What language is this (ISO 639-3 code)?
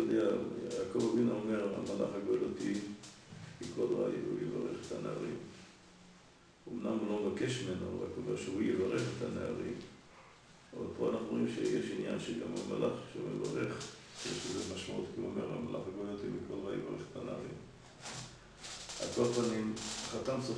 heb